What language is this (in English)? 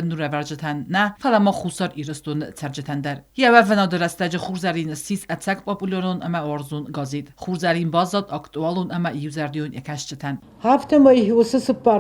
Ossetic